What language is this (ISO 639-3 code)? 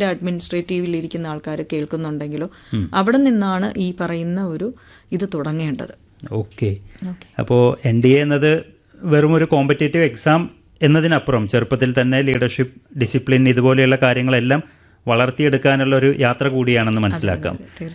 mal